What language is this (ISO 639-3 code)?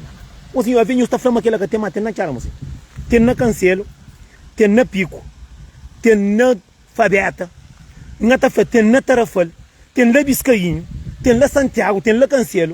kea